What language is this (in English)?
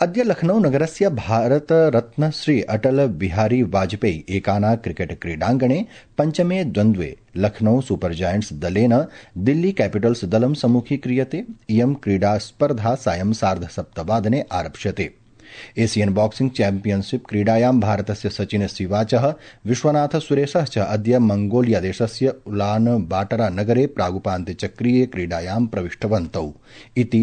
Sanskrit